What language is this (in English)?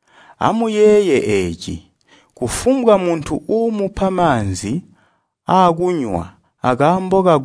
Tonga (Zambia)